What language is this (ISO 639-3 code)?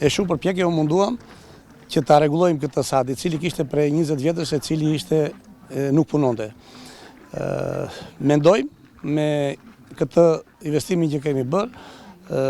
sqi